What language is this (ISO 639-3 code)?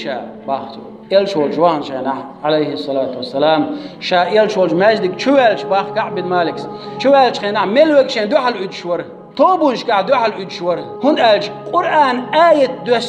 che